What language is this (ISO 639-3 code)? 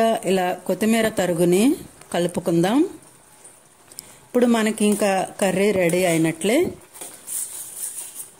tel